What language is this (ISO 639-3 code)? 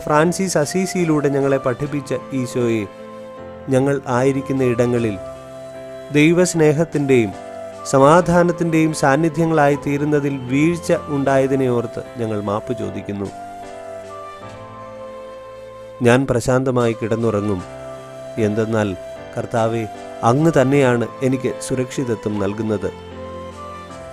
mal